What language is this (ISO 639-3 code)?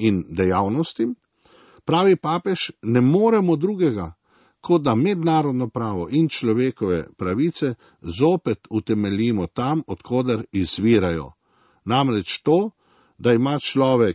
slv